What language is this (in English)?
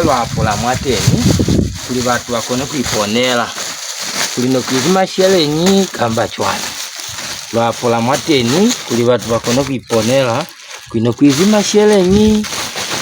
Lozi